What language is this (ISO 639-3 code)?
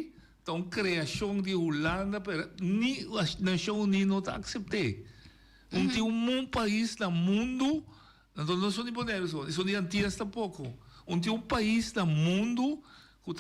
pap